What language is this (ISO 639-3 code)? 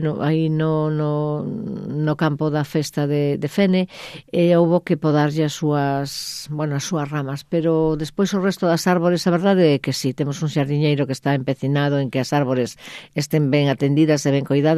glg